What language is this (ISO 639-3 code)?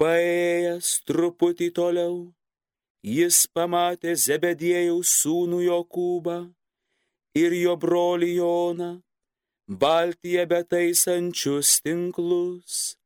lit